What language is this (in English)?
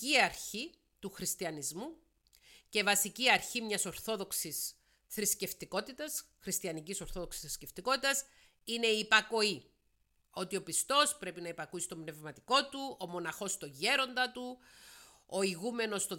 Greek